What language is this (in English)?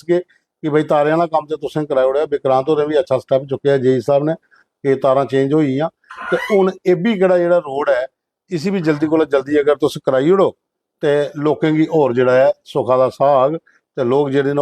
Dogri